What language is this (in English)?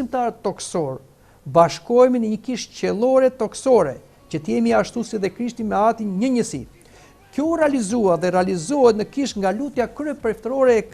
Albanian